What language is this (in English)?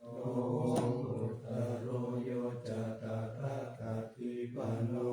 Pali